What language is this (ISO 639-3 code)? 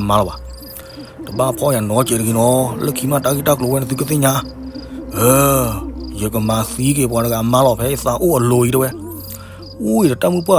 ksw